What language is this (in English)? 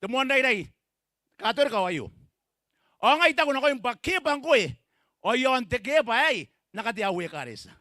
Gilbertese